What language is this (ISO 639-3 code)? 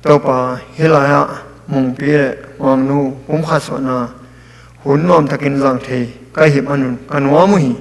ctd